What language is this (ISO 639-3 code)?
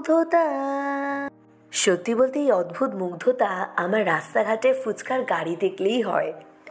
ben